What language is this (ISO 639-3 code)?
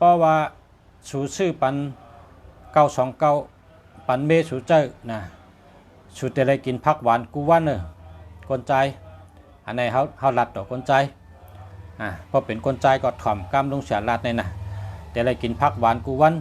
shn